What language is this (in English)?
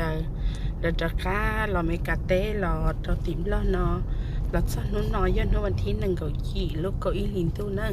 Hmong